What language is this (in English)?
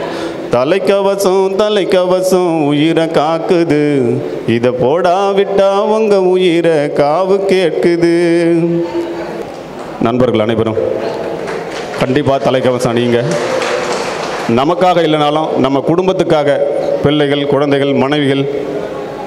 Tamil